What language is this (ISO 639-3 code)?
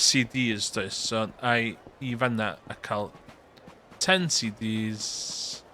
cym